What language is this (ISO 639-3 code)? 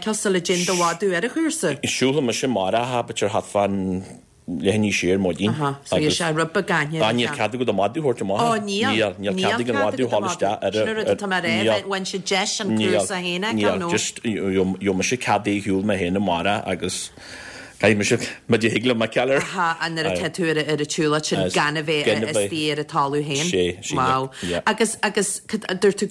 gle